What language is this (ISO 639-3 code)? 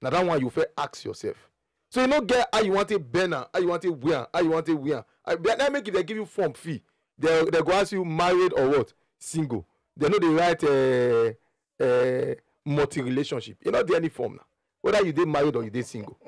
pcm